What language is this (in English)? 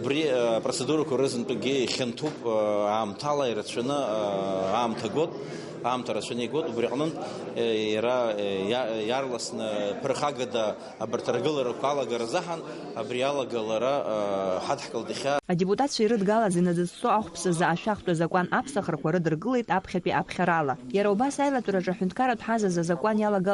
Abkhazian